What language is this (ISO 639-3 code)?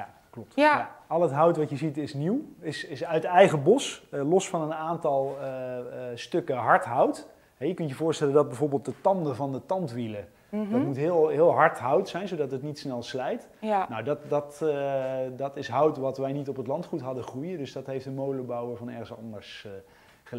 nld